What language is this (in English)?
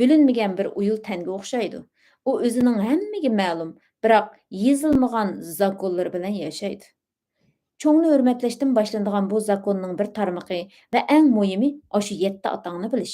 Uyghur